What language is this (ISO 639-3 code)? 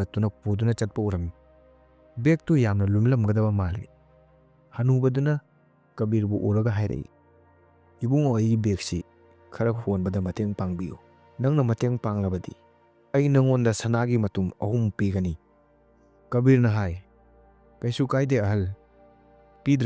mni